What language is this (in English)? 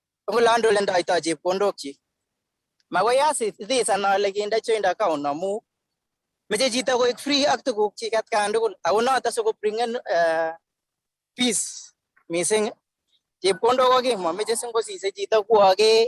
Kalenjin